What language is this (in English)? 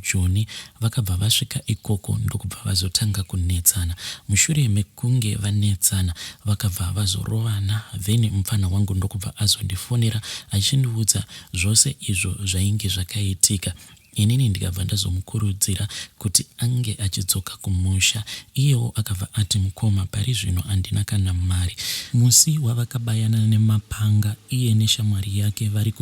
Shona